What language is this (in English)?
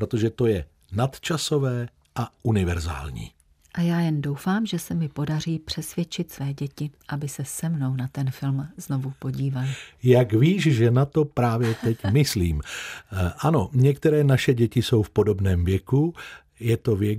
Czech